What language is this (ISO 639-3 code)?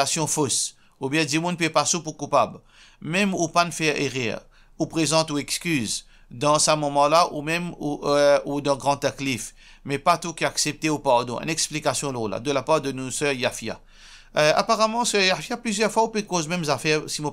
mfe